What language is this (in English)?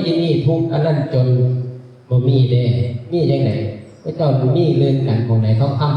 Lao